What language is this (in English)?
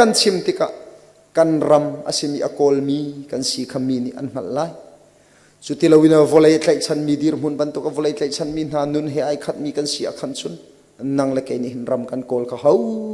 Hakha Chin